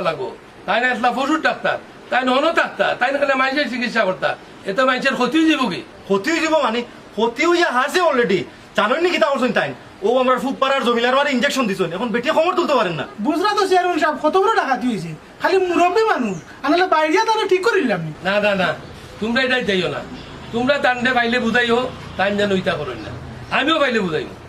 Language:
Sylheti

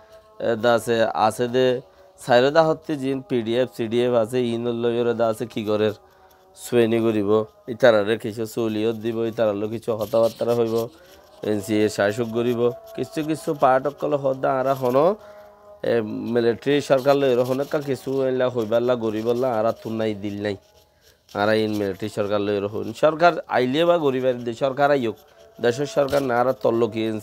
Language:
Rohingya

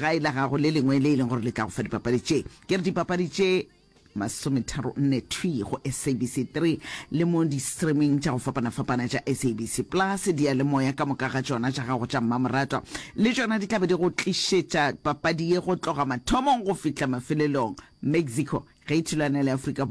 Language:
Northern Sotho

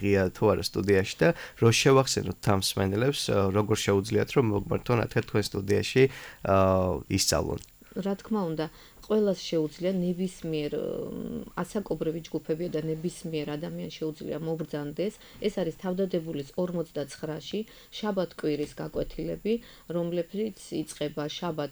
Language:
Georgian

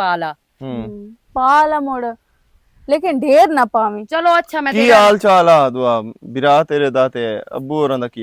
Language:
Western Panjabi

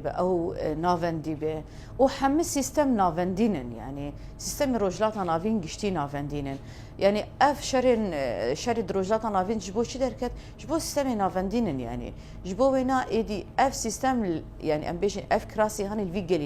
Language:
Kurdish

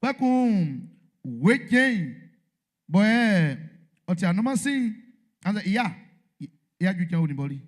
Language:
Baoulé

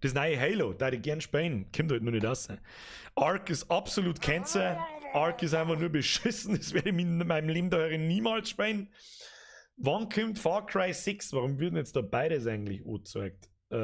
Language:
Bavarian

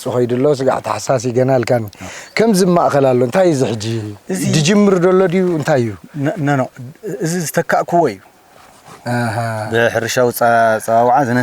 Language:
Tigrinya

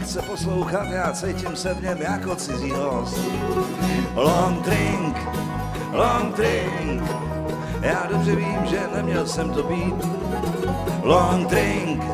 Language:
Czech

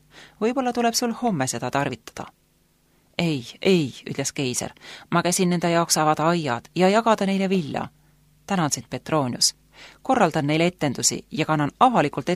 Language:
Estonian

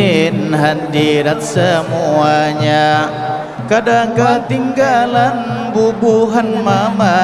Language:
Banjar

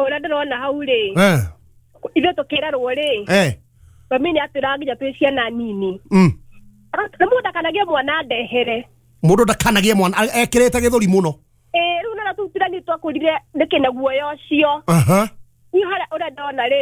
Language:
Kikuyu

